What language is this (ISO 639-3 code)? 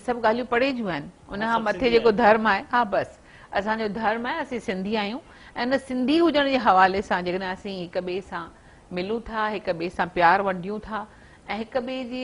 snd